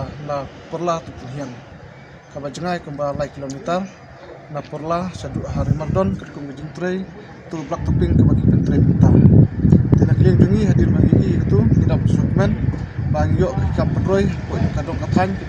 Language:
Khasi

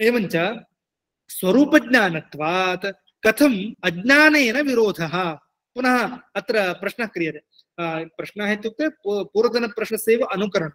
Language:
Sanskrit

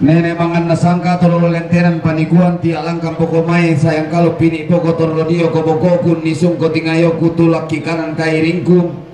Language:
Toraja-Sa'dan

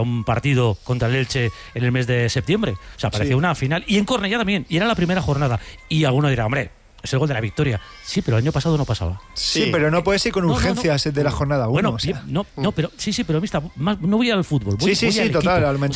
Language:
Spanish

